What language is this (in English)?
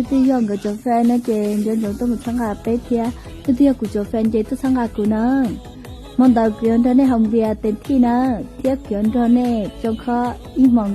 Hmong